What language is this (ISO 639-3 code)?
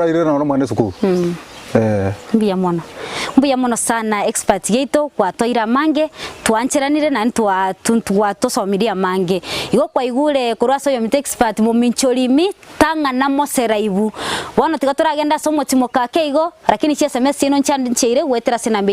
guz